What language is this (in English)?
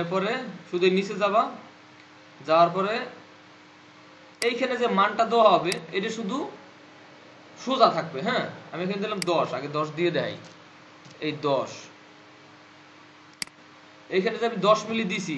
Bangla